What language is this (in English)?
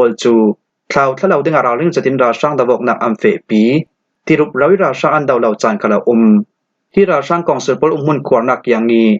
Falam Chin